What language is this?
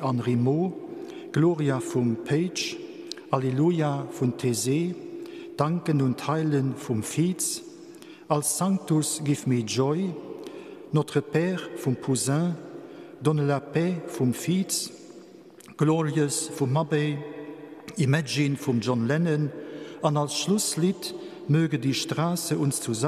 Luxembourgish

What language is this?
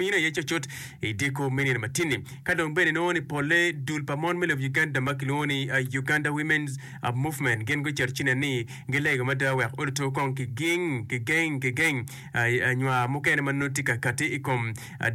Acoli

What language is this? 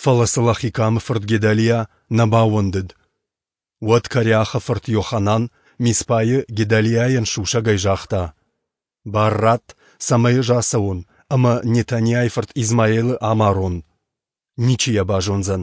Ossetic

